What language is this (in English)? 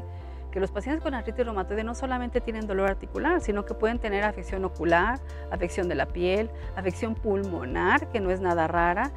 Spanish